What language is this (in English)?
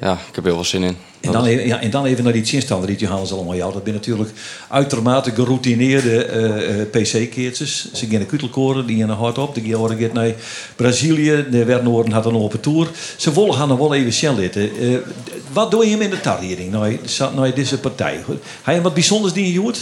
Western Frisian